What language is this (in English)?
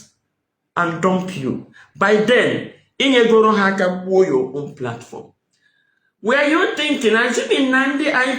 Igbo